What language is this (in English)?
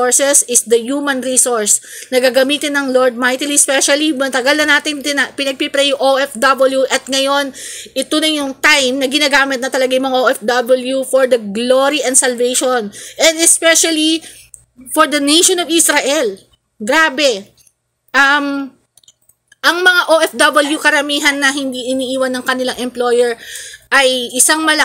Filipino